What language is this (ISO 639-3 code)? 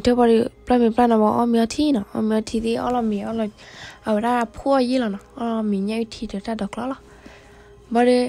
ksw